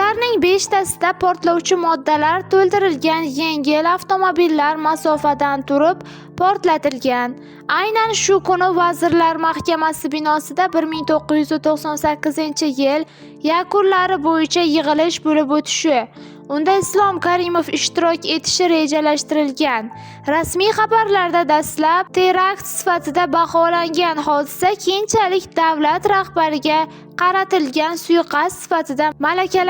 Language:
Uzbek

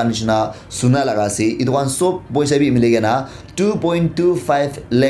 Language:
Naga Pidgin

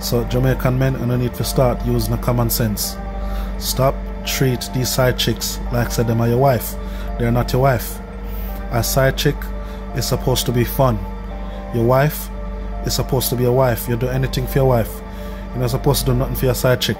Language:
Jamaican Creole English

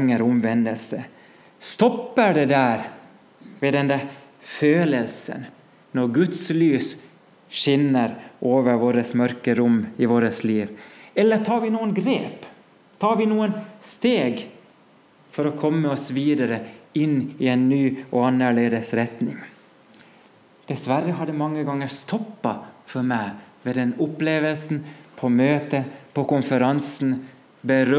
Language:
Norwegian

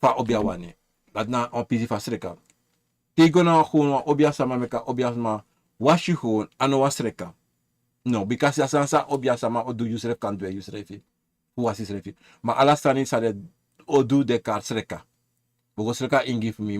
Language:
Sranan Tongo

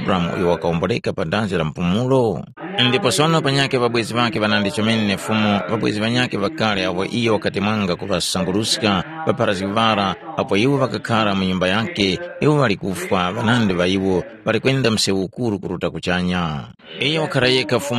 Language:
Tumbuka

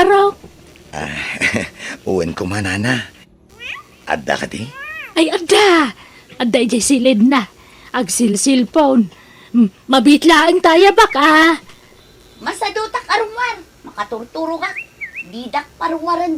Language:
Iloko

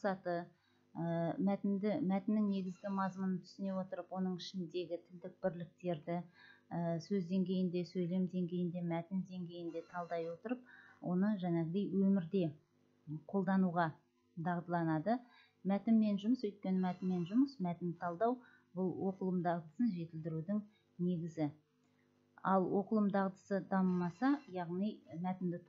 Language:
Kazakh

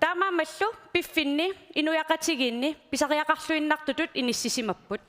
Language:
Kalaallisut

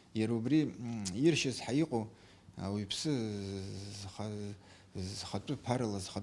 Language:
Abkhazian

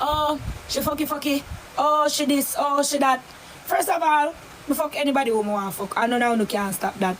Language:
Jamaican Creole English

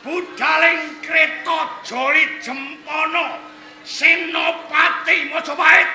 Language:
Javanese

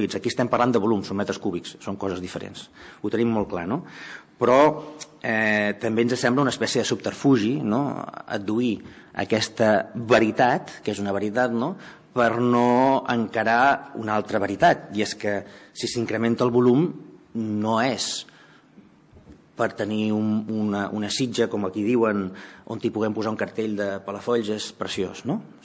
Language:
Catalan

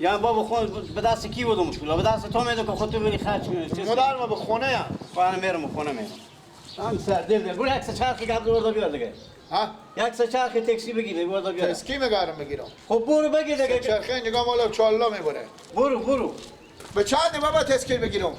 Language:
Persian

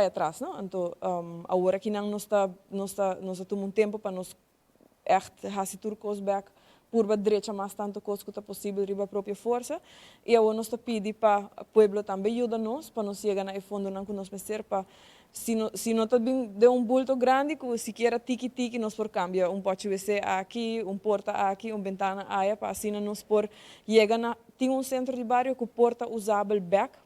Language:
Papiamento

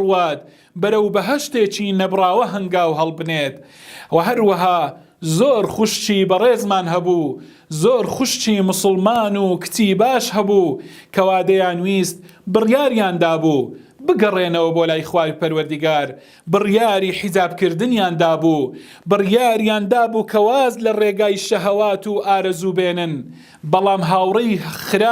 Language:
Central Kurdish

